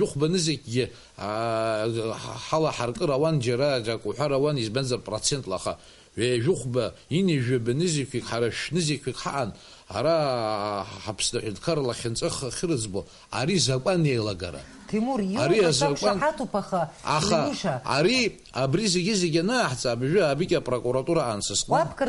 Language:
Abkhazian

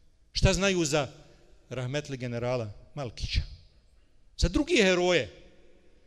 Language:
Bosnian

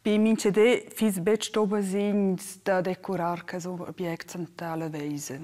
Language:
Romansh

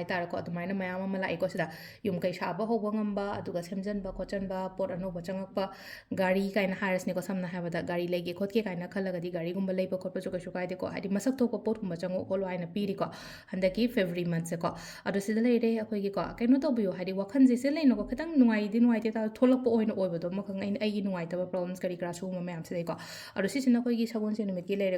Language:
Manipuri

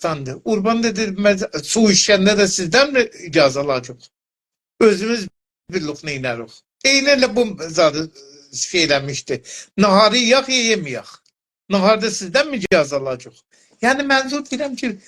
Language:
South Azerbaijani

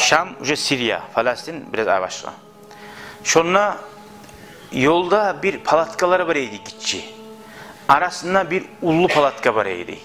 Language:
Kumyk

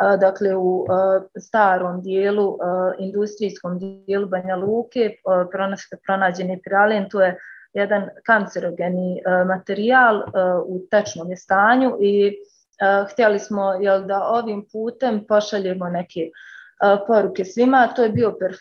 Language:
Bosnian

